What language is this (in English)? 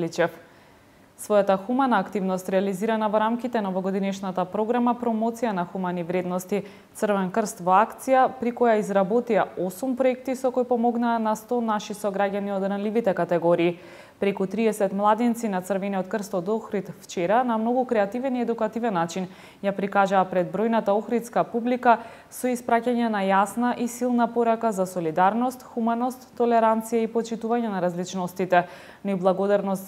Macedonian